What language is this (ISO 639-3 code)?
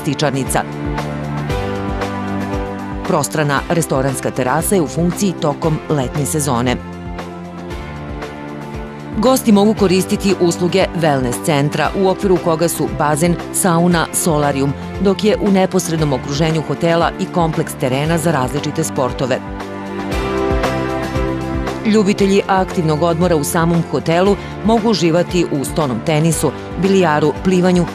srp